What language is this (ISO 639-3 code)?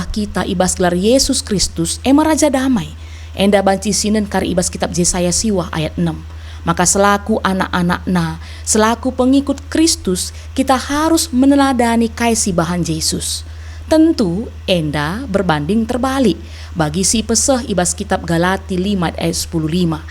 btx